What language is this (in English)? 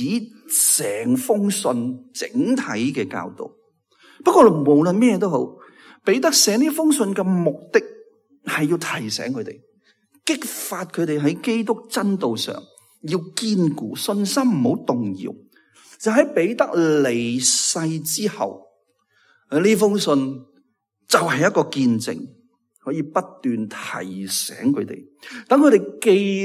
Cantonese